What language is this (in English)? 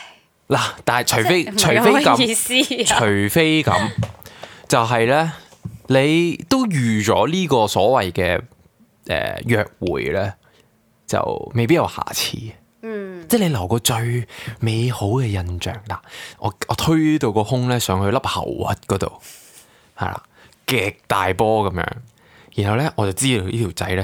Cantonese